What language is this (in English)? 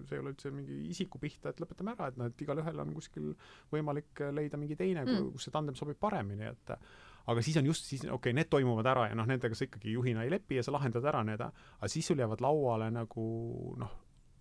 Estonian